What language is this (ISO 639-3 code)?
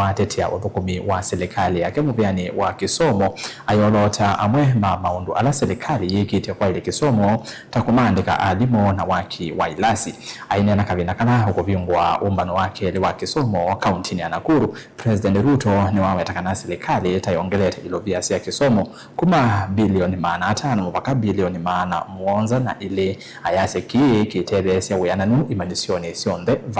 kam